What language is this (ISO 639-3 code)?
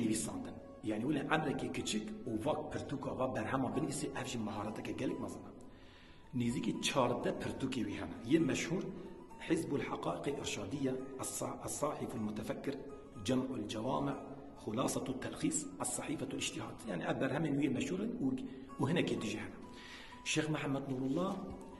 kur